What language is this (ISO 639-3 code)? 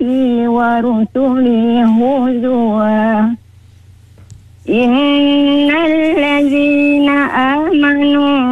msa